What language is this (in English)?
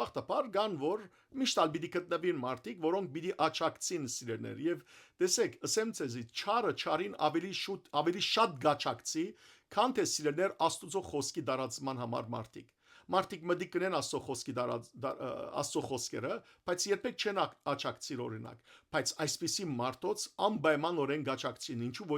Western Armenian